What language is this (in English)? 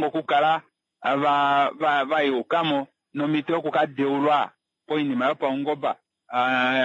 Kuanyama